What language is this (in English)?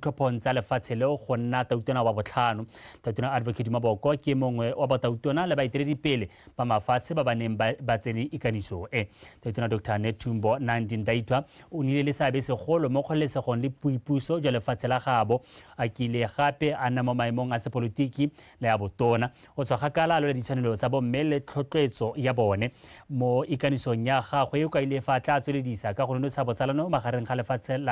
Tswana